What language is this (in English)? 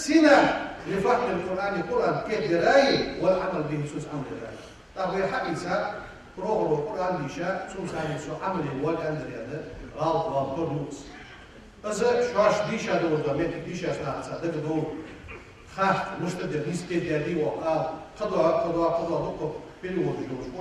Ingush